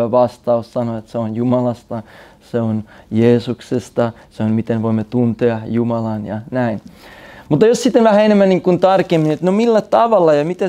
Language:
Finnish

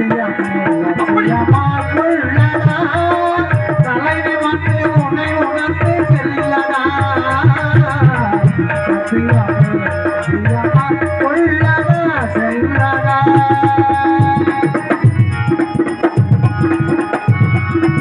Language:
Tamil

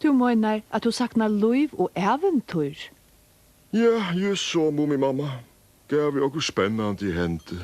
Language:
Faroese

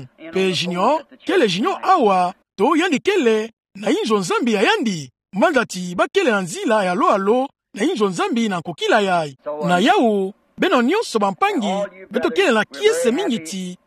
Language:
Kituba (Democratic Republic of Congo)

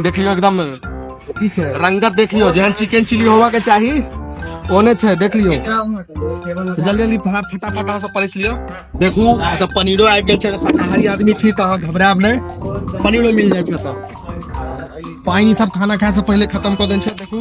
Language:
Maithili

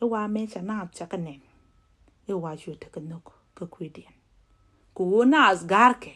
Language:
Nuer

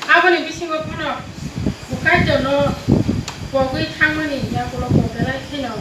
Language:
Kok Borok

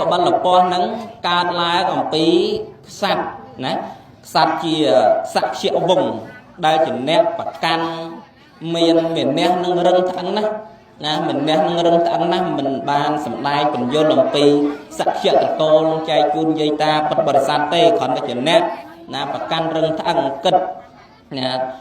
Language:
Khmer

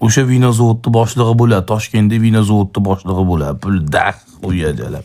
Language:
Uzbek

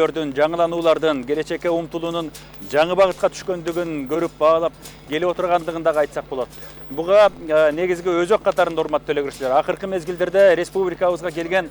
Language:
Kyrgyz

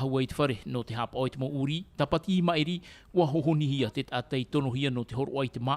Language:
Tahitian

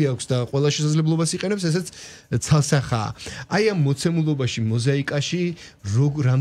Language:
Georgian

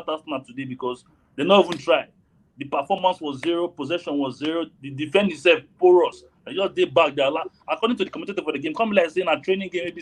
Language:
Nigerian Pidgin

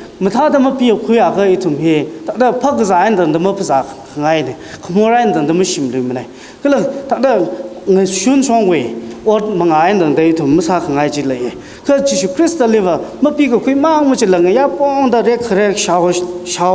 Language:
Tangkhul Naga (India)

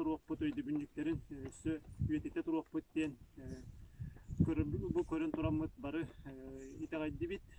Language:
Yakut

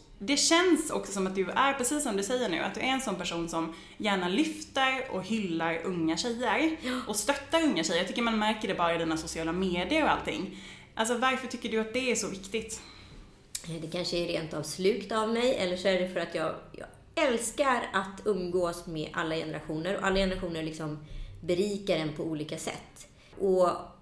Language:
Swedish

